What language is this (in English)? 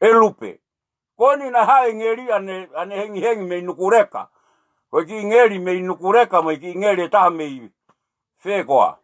Tongan